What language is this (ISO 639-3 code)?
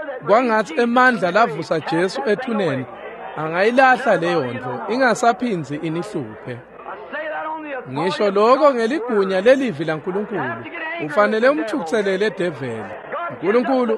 ssw